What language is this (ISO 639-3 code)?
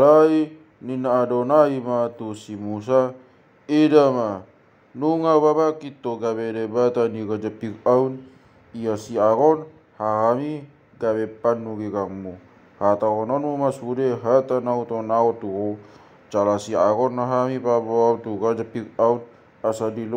bbc